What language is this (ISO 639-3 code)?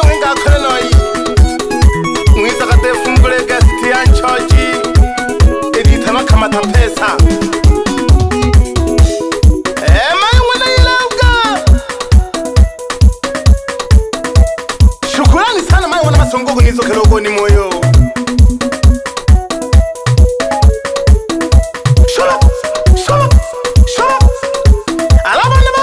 swa